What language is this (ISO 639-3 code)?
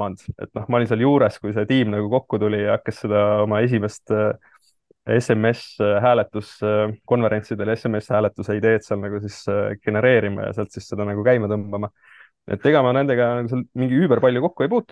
est